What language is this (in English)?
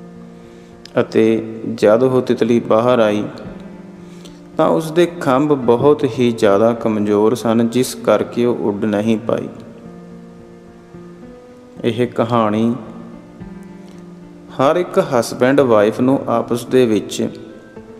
Punjabi